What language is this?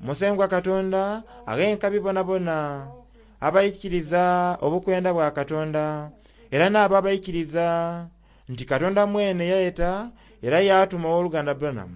Soga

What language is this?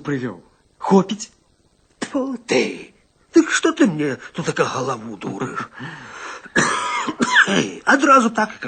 Belarusian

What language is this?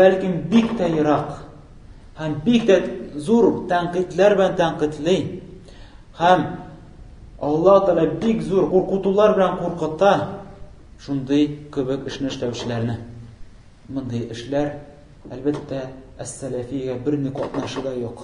Tatar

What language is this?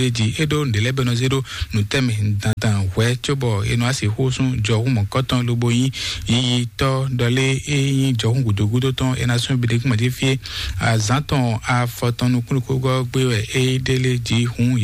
Fon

